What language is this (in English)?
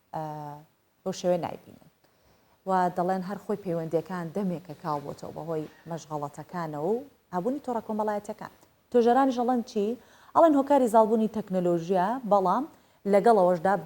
Central Kurdish